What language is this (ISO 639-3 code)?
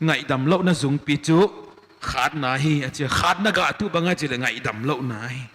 pck